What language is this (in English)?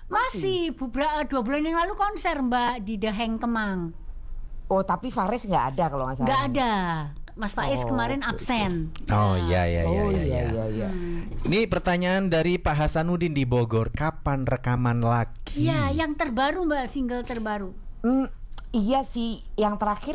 Indonesian